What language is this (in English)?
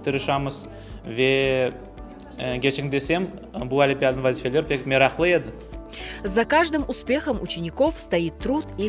Crimean Tatar